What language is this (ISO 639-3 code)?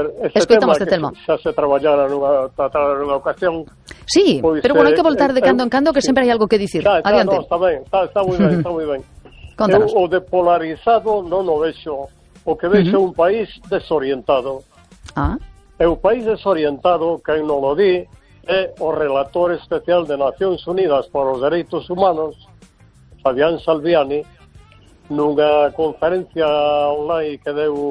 glg